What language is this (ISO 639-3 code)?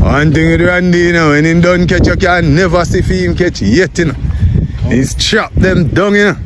jam